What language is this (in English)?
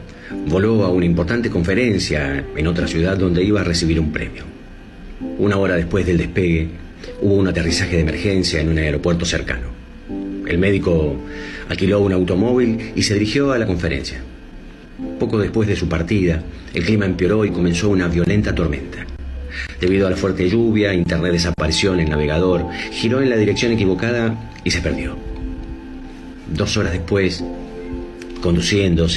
Spanish